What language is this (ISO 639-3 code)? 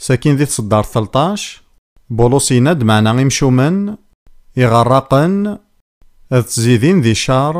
kab